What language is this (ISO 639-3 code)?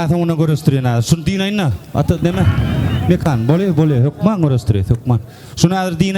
tuk